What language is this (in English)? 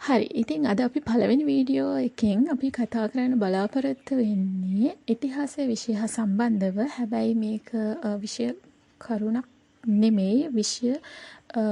Sinhala